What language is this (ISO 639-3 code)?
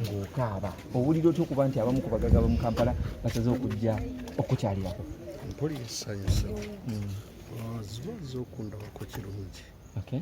lug